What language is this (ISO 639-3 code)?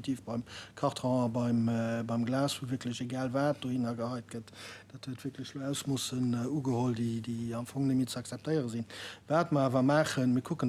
ltz